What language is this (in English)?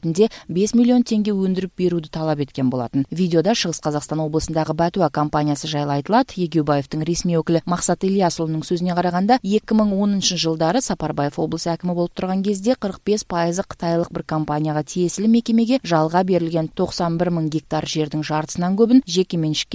Kazakh